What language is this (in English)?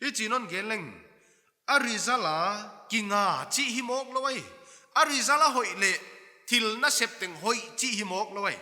Paite Chin